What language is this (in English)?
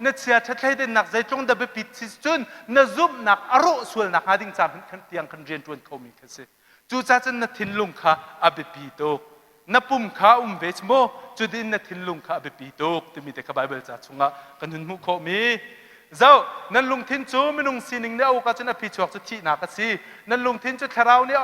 Hakha Chin